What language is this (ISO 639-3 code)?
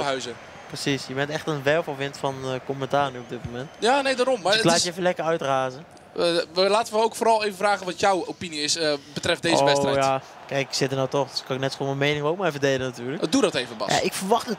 nld